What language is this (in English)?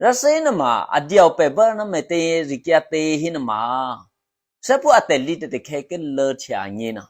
Eastern Kayah